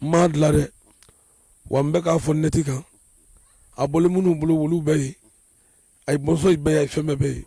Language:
Bambara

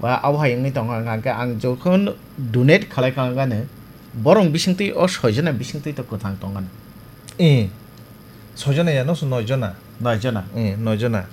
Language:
Kok Borok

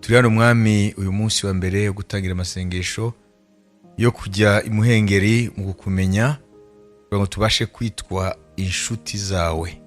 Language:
Kinyarwanda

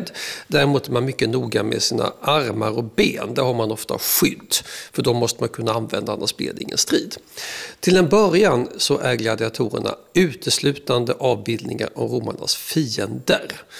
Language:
Swedish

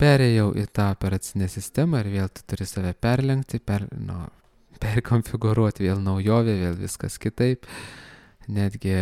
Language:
Lithuanian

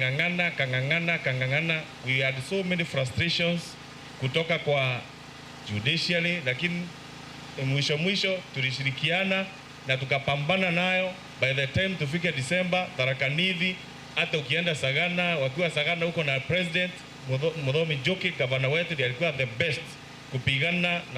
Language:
Meru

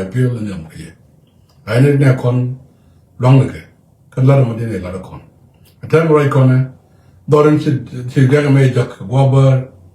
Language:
Nuer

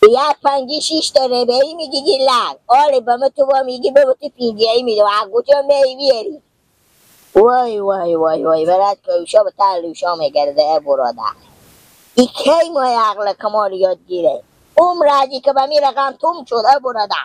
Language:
Persian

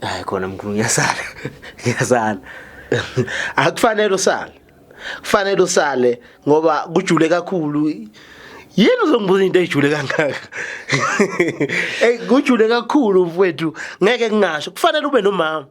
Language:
Zulu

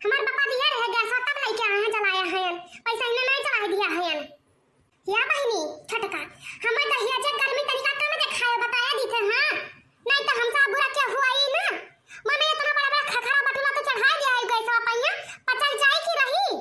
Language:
Awadhi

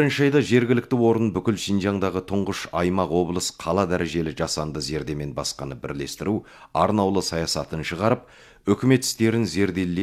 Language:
Kazakh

